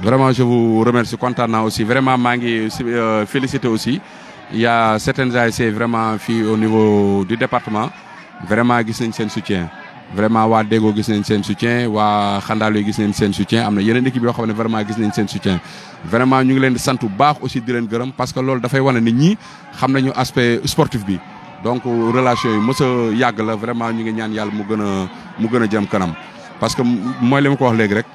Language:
Wolof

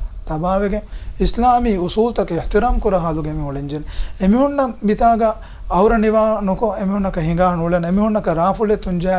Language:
Divehi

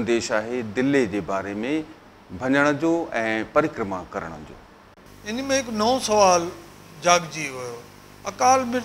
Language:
Sindhi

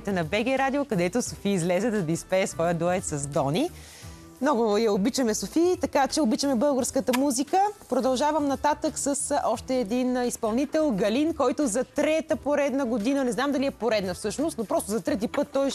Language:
Bulgarian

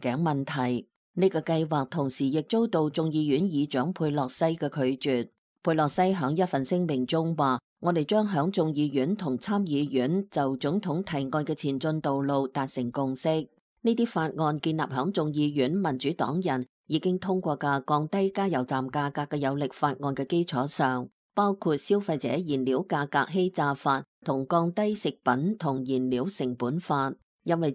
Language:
Cantonese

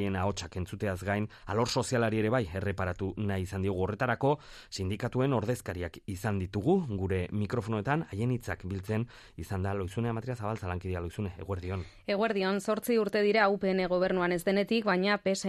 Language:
Basque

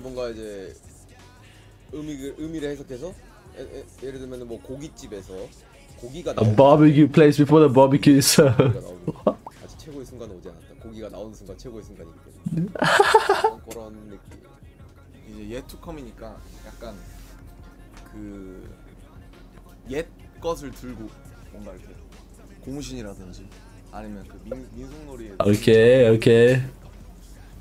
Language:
Korean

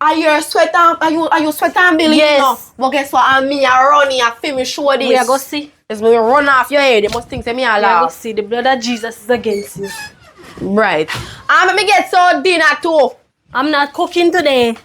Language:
Jamaican Creole English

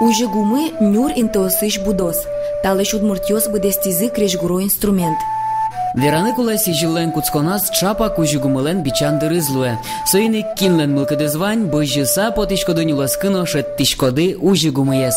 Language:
Udmurt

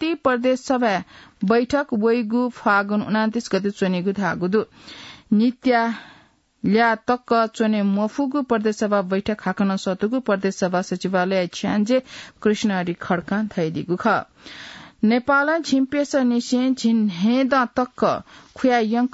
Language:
Newari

